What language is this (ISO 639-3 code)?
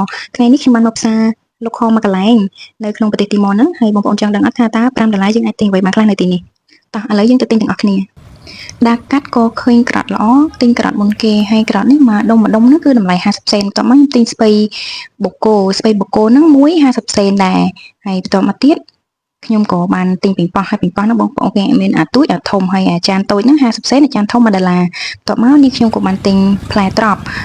khm